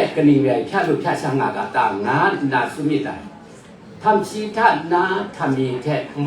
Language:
Kachin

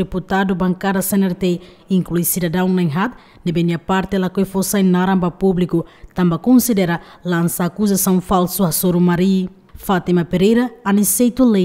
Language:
Tetum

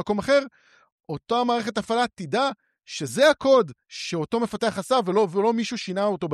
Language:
Hebrew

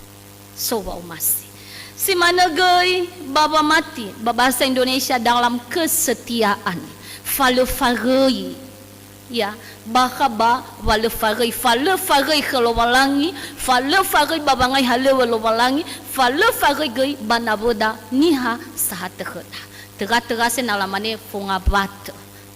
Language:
Nias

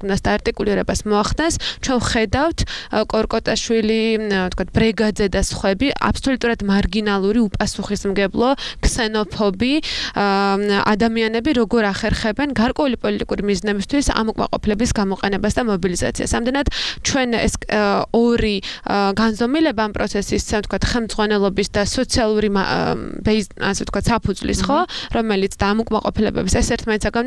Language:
Georgian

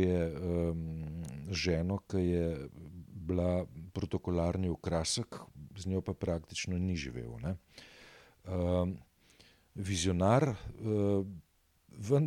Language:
Slovenian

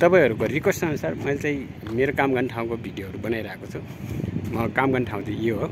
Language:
Nepali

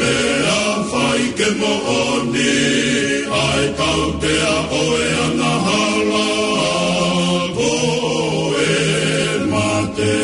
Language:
Tongan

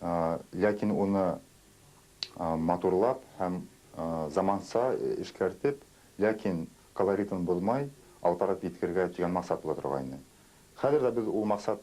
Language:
Bashkir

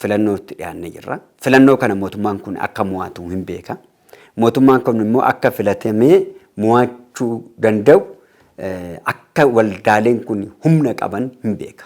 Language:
Oromo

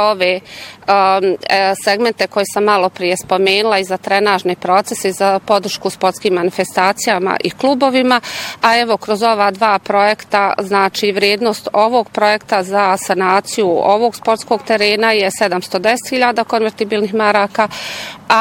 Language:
Bosnian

